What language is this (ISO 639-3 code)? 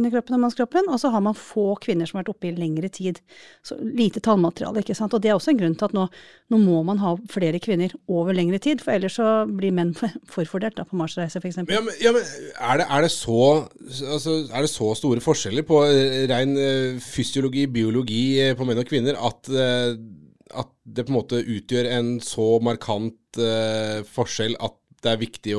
nor